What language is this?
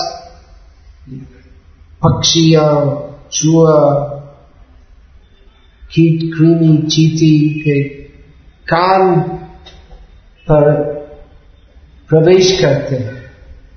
Hindi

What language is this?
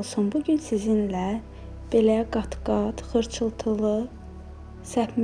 Azerbaijani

